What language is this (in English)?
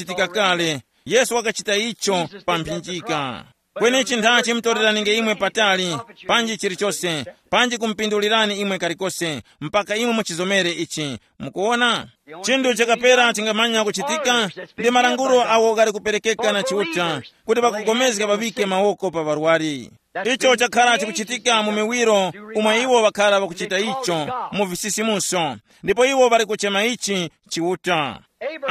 Tumbuka